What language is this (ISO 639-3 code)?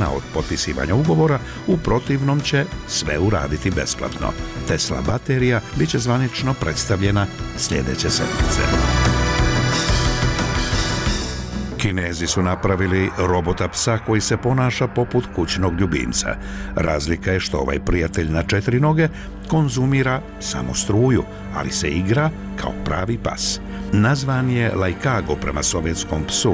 bos